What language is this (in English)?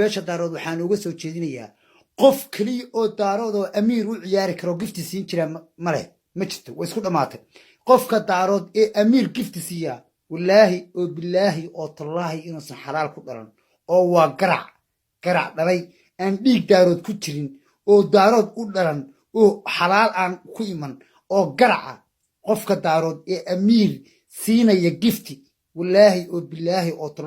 Somali